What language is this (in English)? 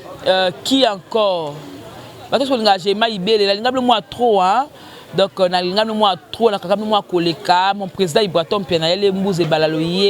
Lingala